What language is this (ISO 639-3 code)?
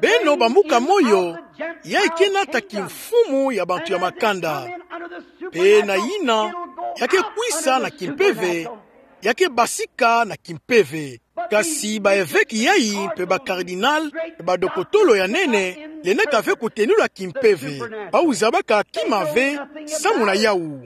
ktu